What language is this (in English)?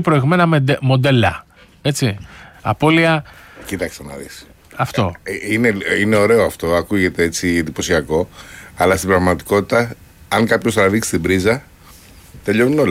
Greek